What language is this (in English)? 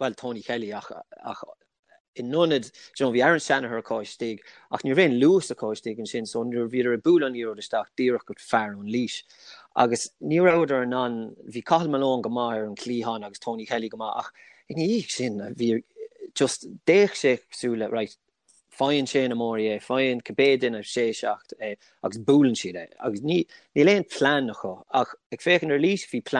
Irish